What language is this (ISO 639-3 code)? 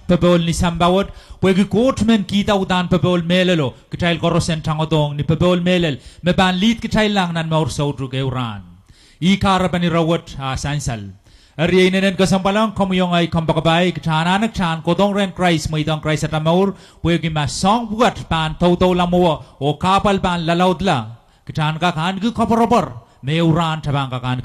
pon